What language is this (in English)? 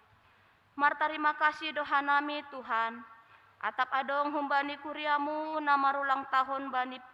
Batak Simalungun